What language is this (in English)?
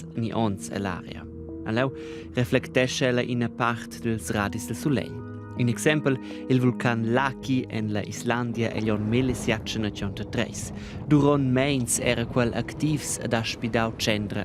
Romansh